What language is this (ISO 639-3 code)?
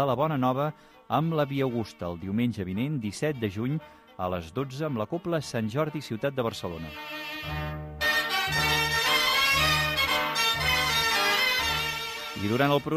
cat